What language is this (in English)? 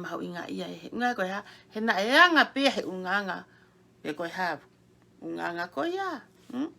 Tongan